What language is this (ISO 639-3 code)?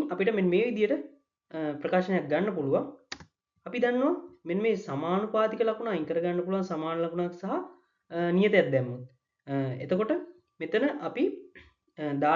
sin